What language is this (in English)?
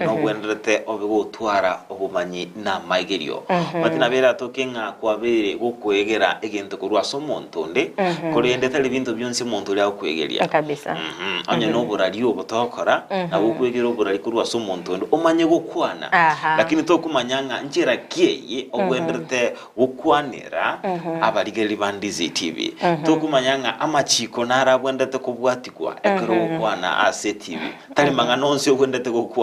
Gusii